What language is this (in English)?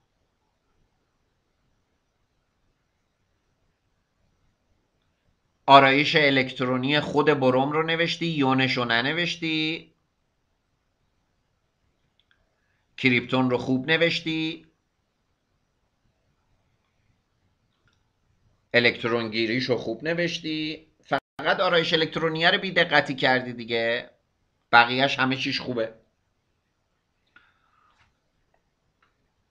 Persian